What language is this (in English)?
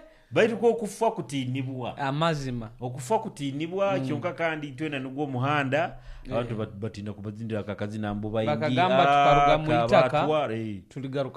Nyoro